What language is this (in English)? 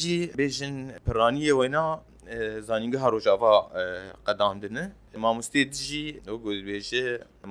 Kurdish